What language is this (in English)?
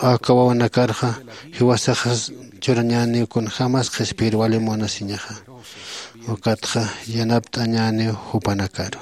Aymara